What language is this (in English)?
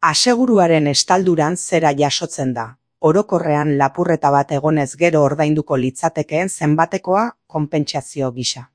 Basque